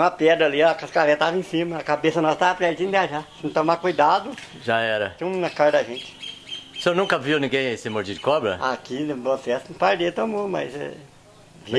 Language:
Portuguese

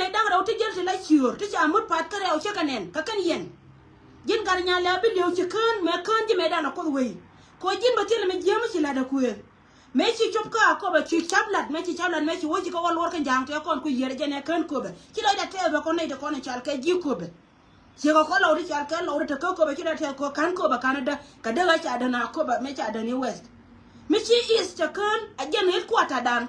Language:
Nuer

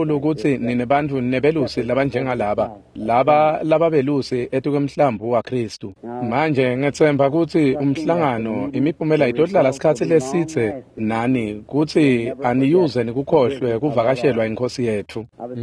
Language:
Swati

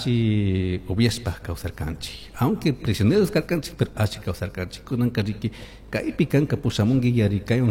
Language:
Chimborazo Highland Quichua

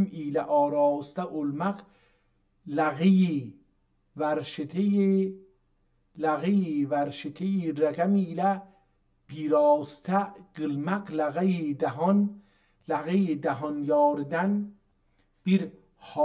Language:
South Azerbaijani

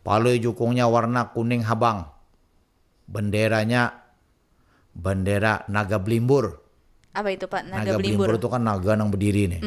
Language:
Banjar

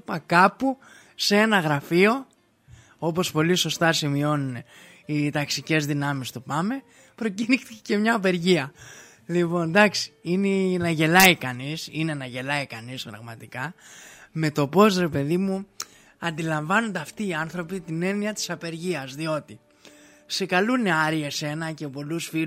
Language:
Greek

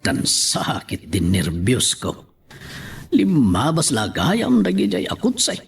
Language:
Iloko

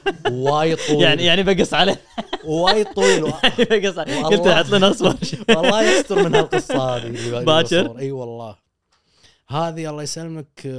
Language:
Gulf Arabic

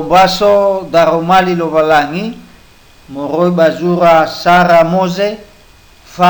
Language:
Nias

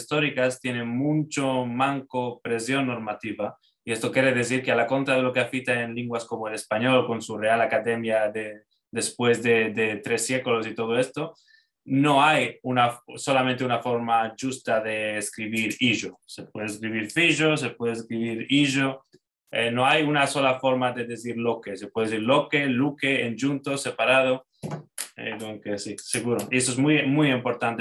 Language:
Ladino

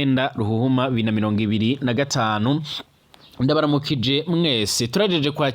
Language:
Rundi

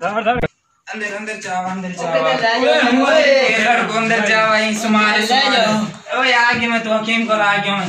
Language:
Saraiki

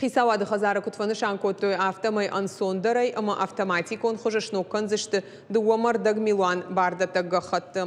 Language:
Ossetic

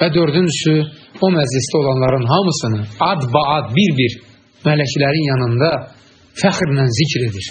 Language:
Azerbaijani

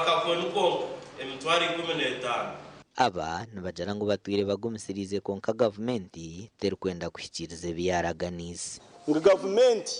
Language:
Nyankole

